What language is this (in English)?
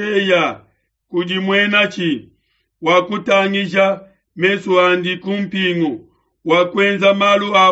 Luba-Lulua